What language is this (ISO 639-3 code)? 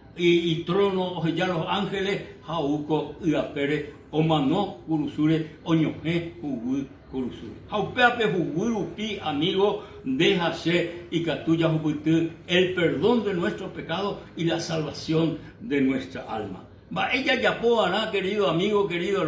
grn